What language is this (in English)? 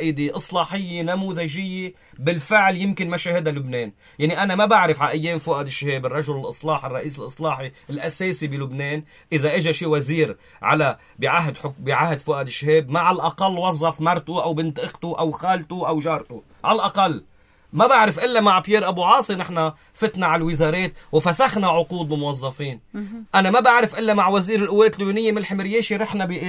North Levantine Arabic